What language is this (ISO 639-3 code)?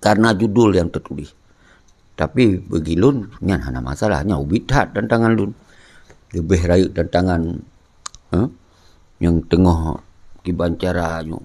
ace